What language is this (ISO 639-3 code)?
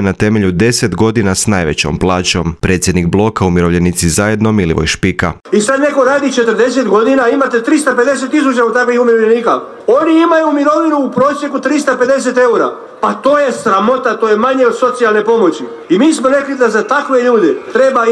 hrv